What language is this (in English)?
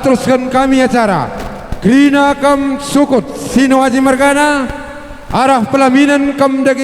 Batak Karo